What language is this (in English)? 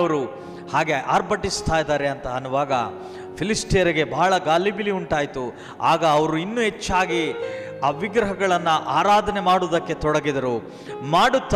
Kannada